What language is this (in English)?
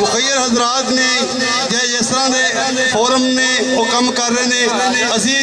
Western Panjabi